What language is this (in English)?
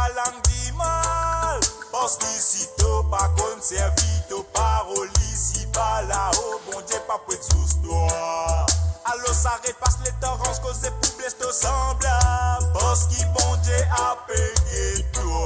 Morisyen